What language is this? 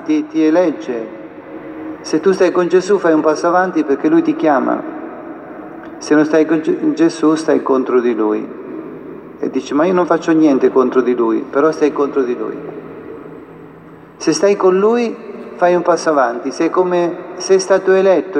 Italian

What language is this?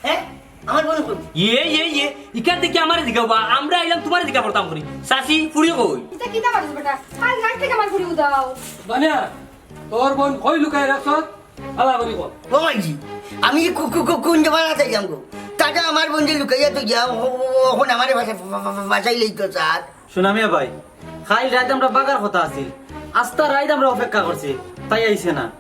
Sylheti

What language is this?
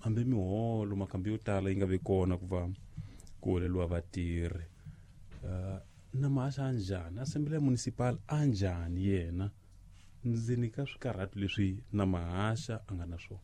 Tsonga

